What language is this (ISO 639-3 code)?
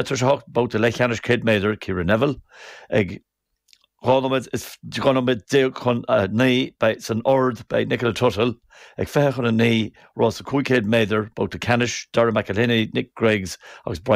gle